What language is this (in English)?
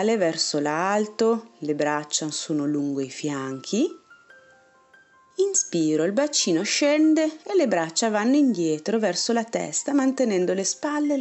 Italian